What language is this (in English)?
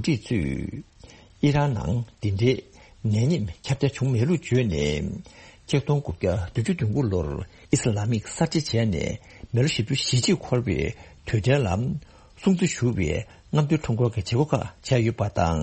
Tibetan